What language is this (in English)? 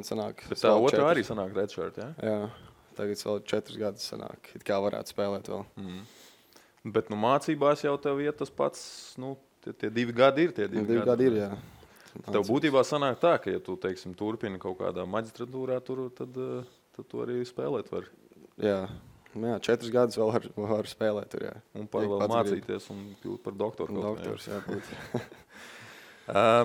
Latvian